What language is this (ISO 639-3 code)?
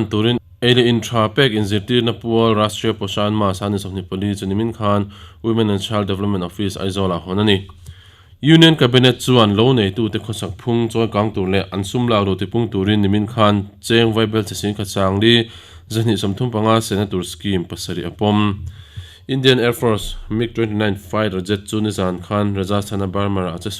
lus